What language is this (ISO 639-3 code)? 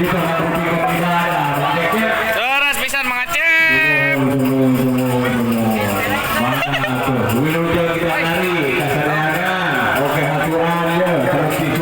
sun